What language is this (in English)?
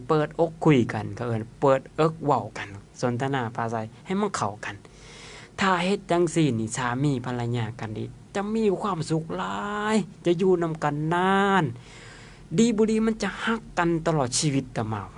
Lao